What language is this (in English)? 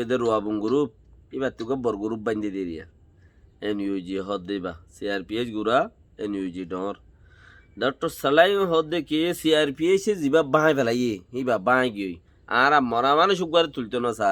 Rohingya